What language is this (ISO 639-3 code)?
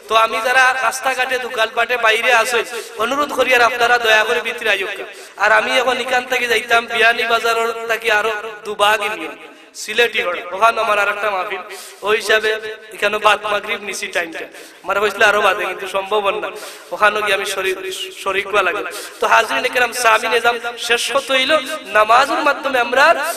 syl